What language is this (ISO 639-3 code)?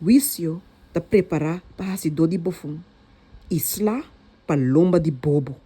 pap